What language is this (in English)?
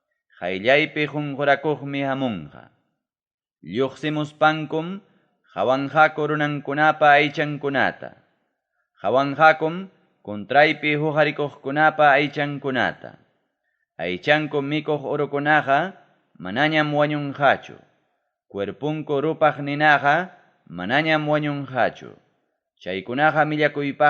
Ayacucho Quechua